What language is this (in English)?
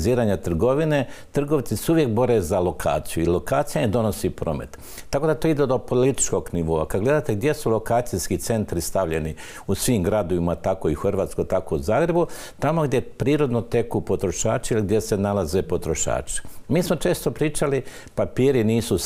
Croatian